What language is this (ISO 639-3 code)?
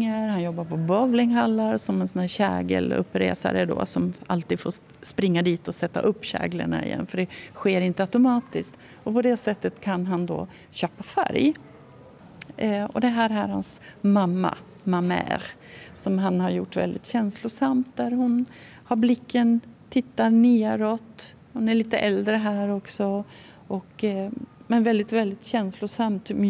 swe